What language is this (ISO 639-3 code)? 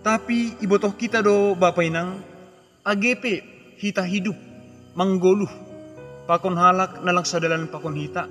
bts